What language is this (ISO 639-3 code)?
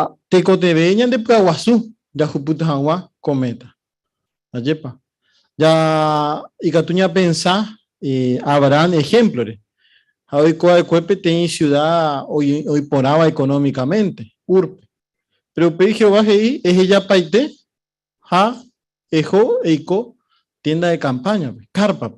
grn